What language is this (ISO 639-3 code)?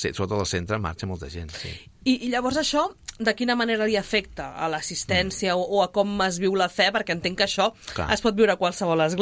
cat